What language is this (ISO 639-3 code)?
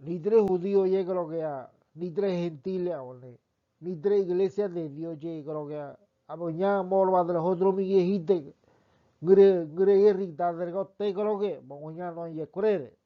gym